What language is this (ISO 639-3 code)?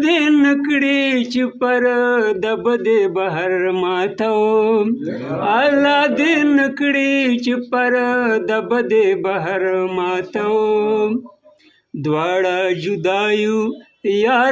pus